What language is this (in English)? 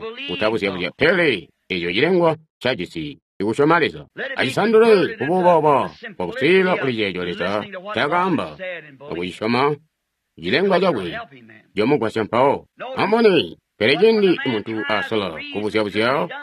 Tonga (Zambia)